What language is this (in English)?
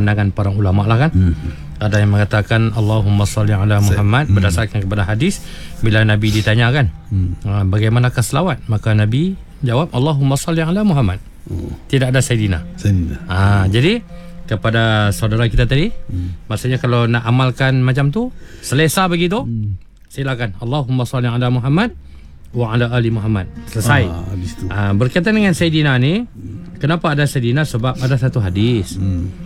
Malay